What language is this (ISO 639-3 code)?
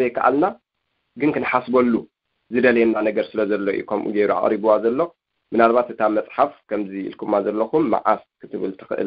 tir